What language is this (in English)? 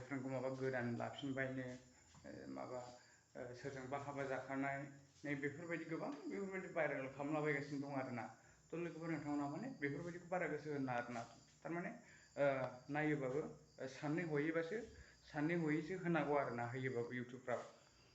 Bodo